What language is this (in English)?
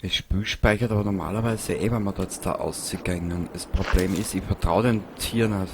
Bavarian